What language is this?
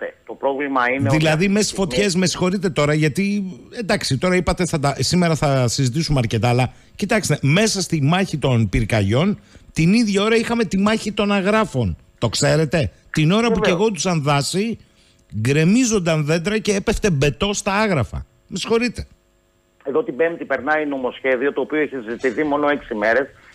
Greek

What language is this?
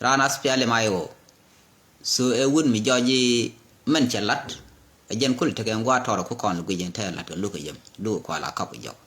Nuer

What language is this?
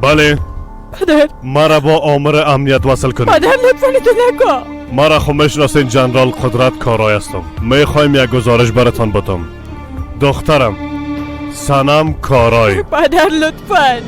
Persian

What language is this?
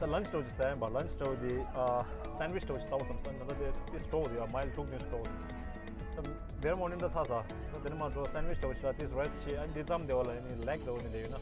Tibetan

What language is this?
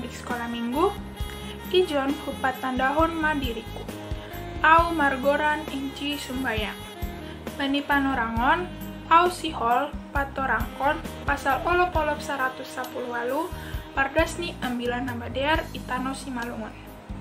Batak Simalungun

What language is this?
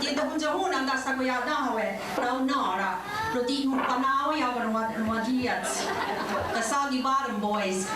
Mohawk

